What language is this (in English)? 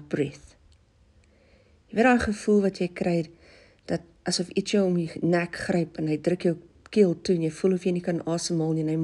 Afrikaans